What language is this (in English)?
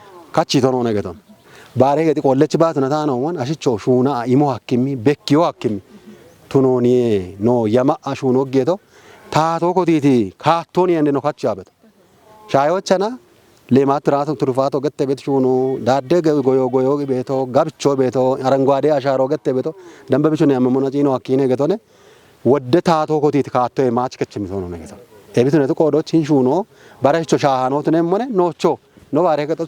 Kafa